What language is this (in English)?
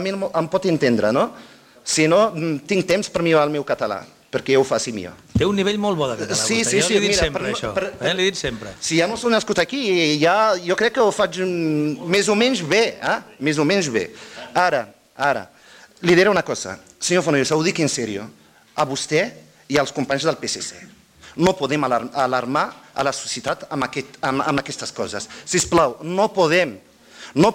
Catalan